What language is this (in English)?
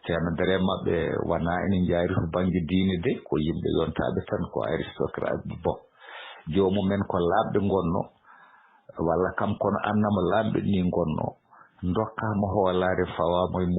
Fula